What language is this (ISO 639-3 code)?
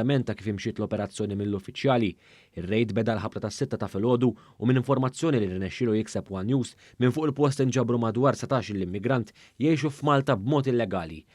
mlt